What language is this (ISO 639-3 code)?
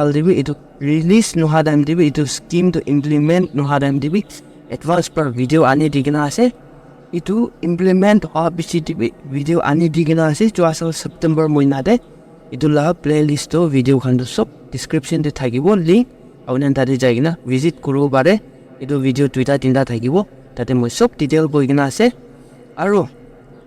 nag